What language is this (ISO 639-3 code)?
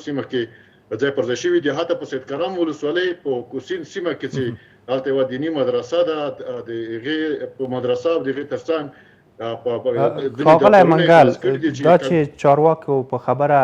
pus